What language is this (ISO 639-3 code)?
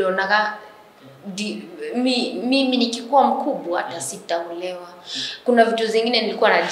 kik